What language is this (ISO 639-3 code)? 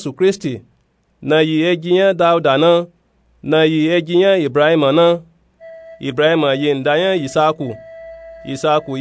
nup